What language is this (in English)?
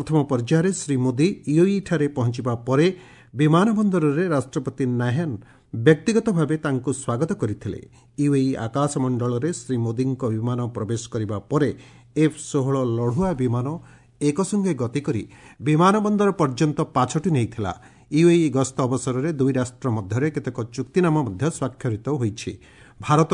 Odia